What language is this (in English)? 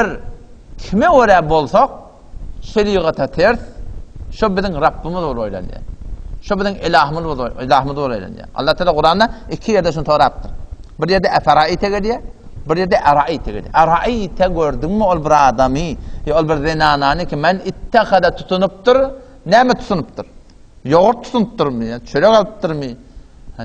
Turkmen